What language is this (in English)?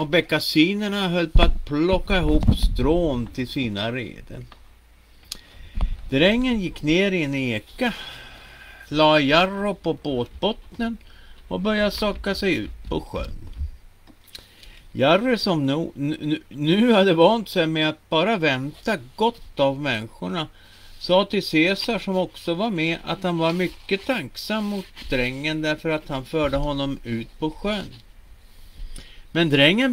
Swedish